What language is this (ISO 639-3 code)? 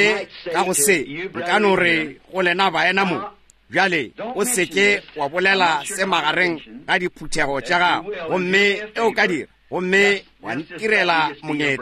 nso